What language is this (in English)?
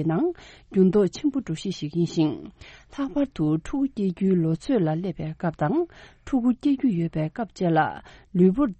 Tibetan